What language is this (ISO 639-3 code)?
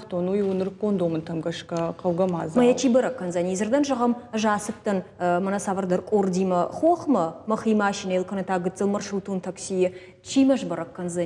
oss